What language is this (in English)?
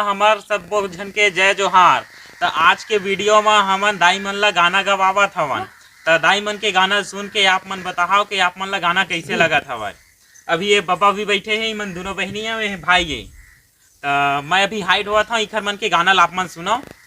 Chhattisgarhi